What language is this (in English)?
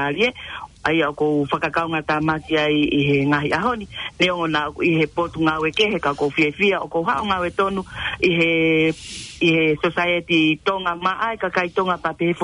Tongan